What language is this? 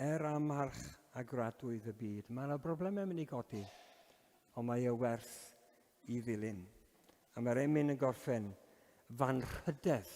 Welsh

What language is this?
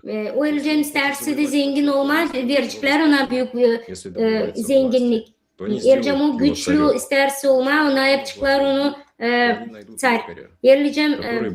Gagauz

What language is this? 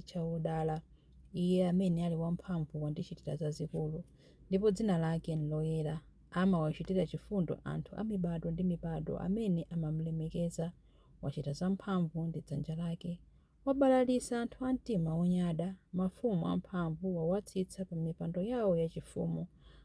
Nyanja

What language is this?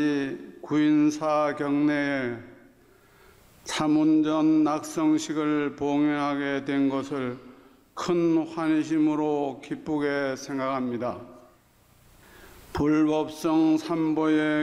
Korean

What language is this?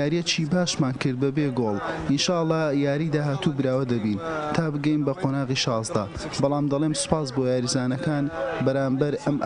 Central Kurdish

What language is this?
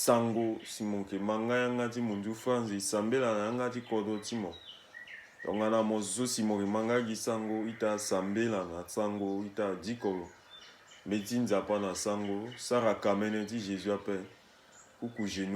Sango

